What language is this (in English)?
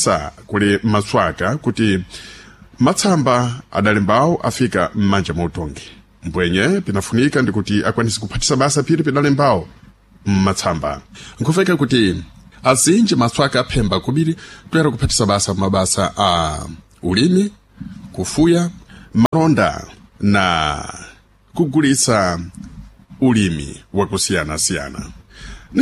Sena